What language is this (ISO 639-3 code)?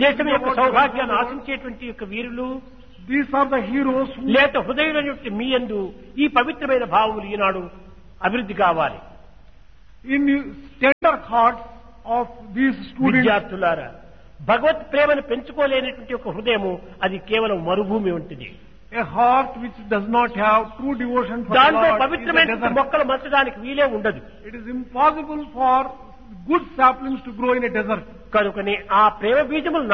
tel